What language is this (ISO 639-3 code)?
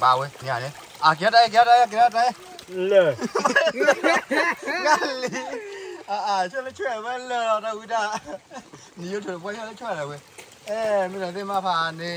ksw